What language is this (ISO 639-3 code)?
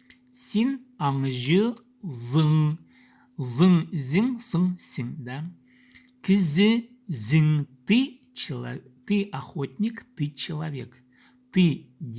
kjh